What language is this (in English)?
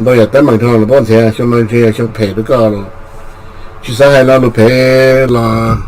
Hmong